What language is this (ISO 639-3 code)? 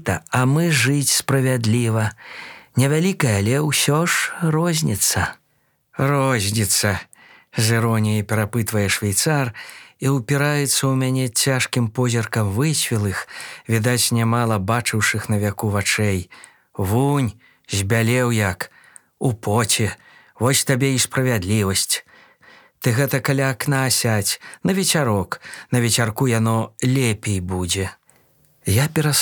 bel